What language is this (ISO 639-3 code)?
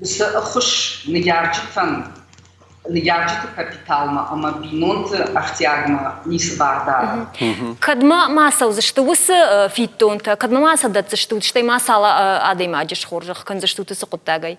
oss